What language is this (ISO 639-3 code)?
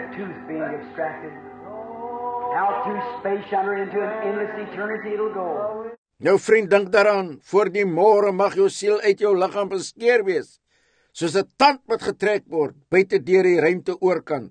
afr